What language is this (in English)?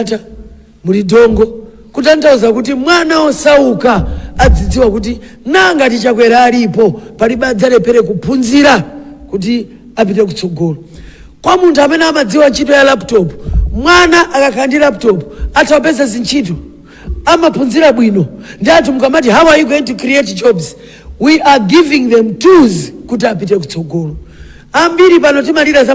Nyanja